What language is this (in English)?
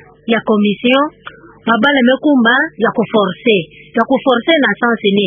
Kituba (Democratic Republic of Congo)